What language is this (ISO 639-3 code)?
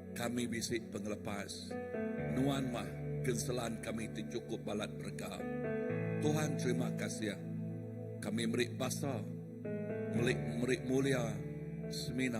iba